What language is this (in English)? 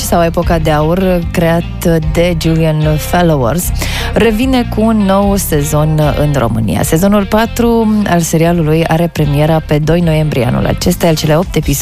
Romanian